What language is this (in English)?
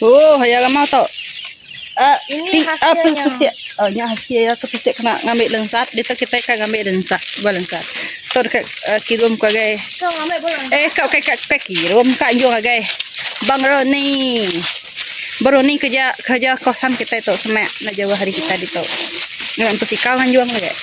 Iban